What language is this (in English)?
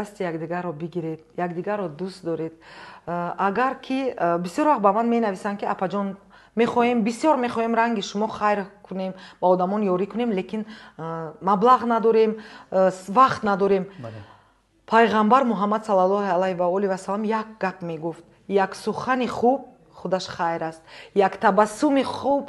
Tajik